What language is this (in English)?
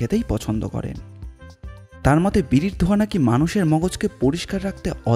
Bangla